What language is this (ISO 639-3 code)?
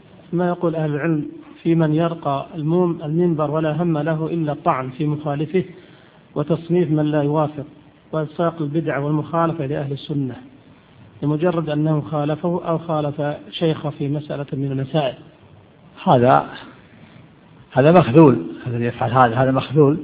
ara